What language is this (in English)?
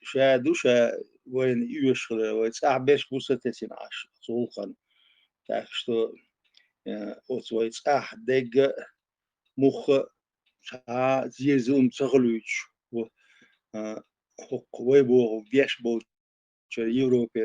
Chechen